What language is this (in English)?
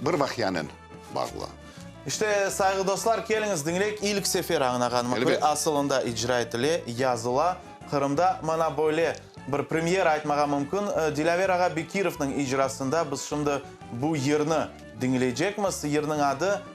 Crimean Tatar